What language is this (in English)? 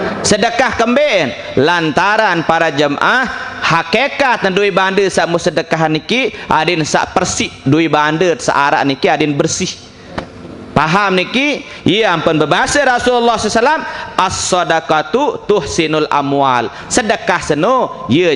Sasak